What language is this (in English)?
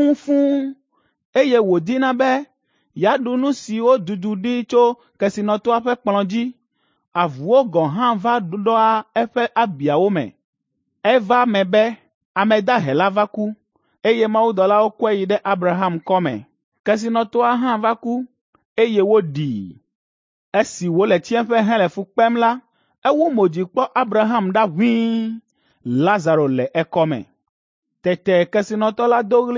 Ewe